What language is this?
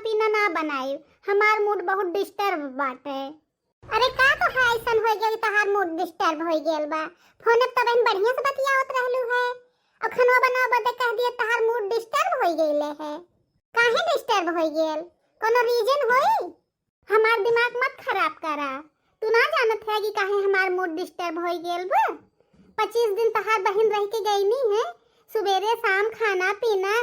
Bhojpuri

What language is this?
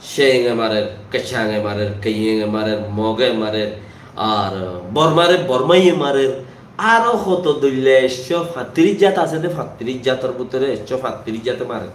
Rohingya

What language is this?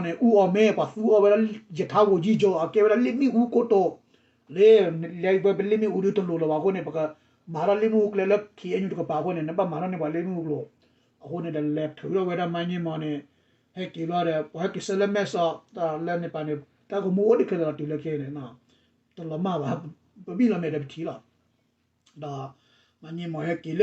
S'gaw Karen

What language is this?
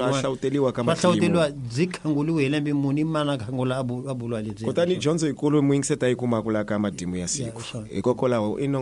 Tsonga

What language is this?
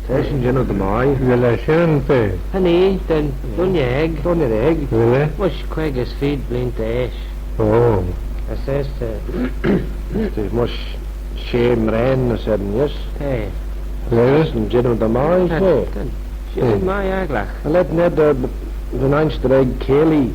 Manx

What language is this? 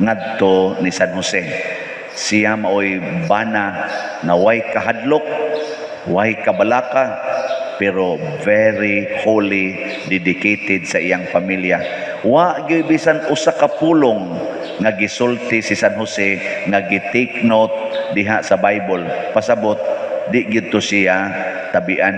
Cebuano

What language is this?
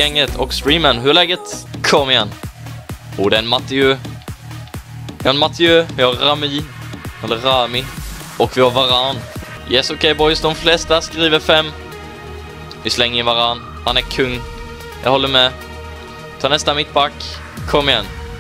Swedish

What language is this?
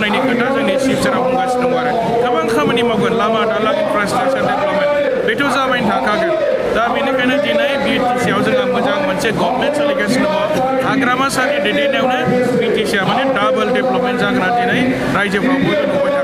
Bodo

